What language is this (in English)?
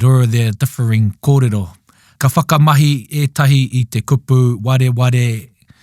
Māori